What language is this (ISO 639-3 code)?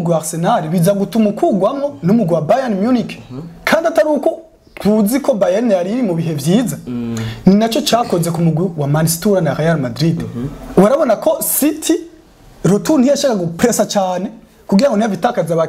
run